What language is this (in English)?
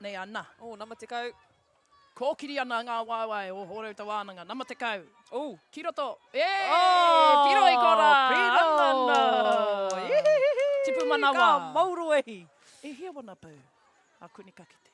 Māori